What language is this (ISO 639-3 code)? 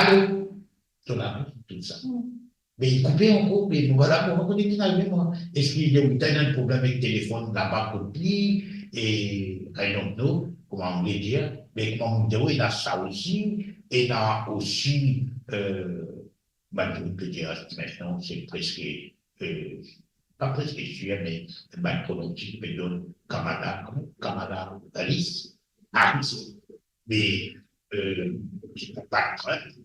mfe